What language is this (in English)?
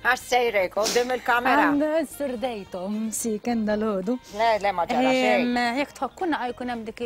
Maltese